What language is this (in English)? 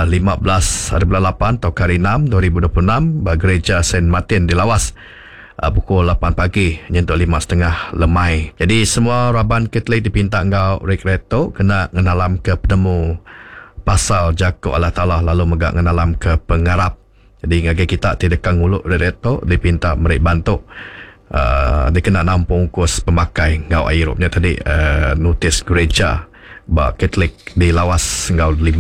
Iban